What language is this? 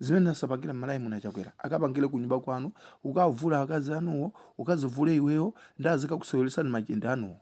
Nyanja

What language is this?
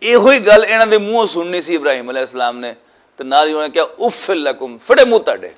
Western Panjabi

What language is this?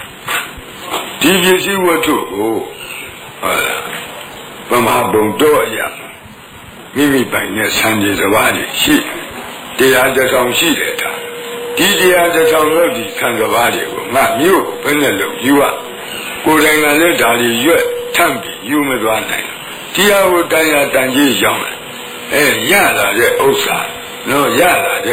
Burmese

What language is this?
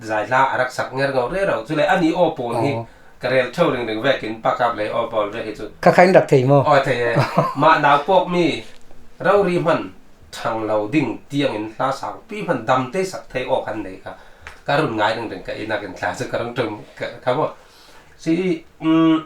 Falam Chin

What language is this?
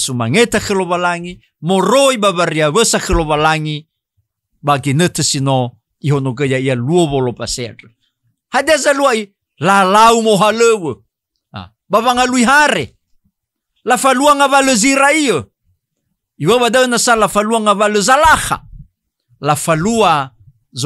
Nias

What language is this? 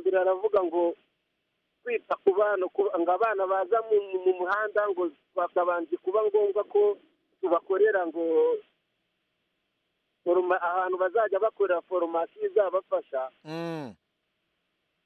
Kinyarwanda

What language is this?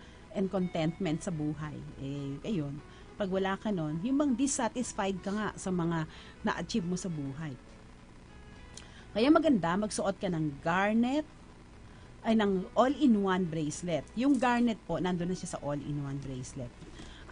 Filipino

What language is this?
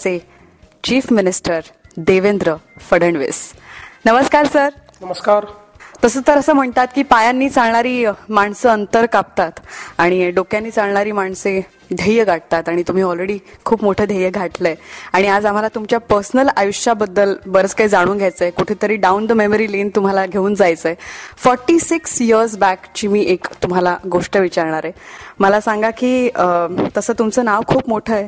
Marathi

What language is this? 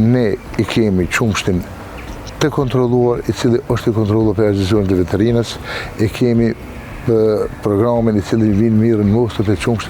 Albanian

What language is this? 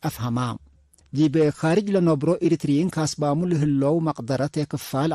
Tigre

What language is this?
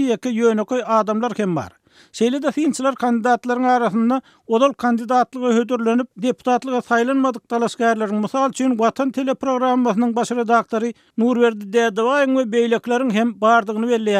Turkmen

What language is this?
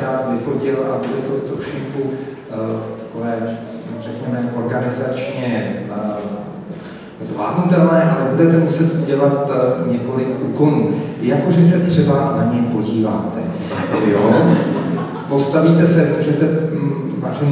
Czech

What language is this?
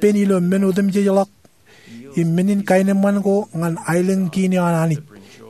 Marshallese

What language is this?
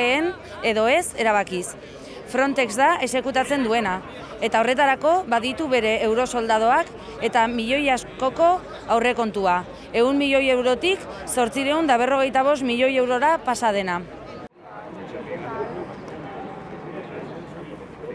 Basque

